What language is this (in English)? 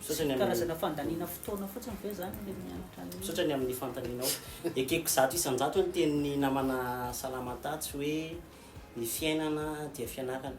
Malagasy